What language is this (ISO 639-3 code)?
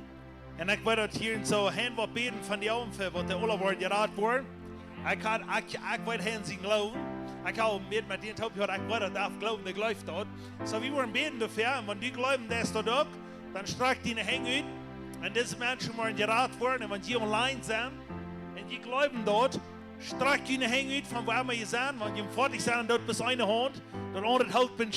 pdt